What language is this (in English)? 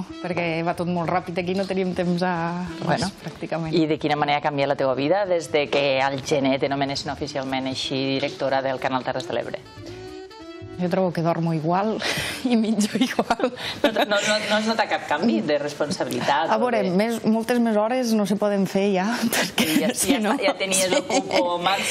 Catalan